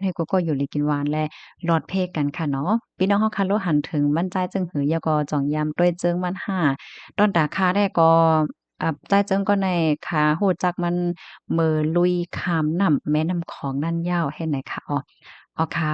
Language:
Shan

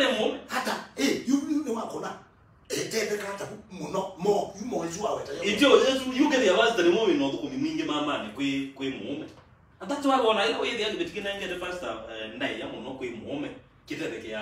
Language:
Kamba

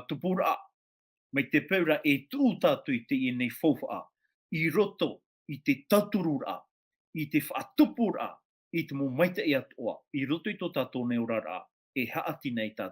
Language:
Tahitian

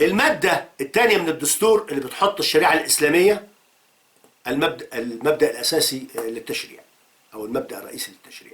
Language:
Egyptian Arabic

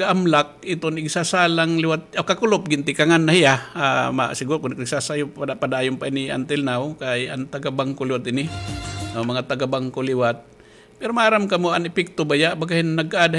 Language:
Waray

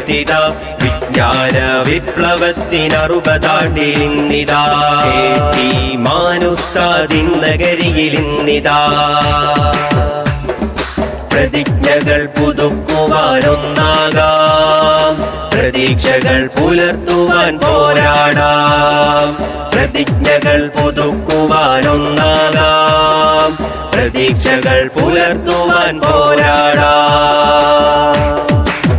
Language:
Malayalam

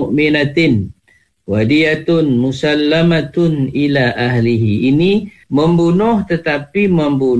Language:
Malay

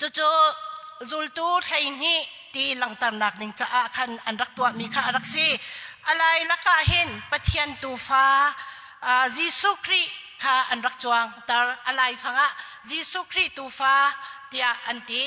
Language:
Hakha Chin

